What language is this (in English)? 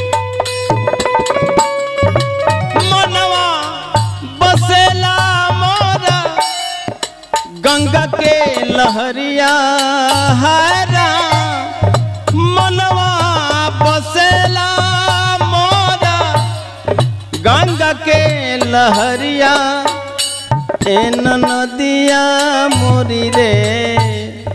Bhojpuri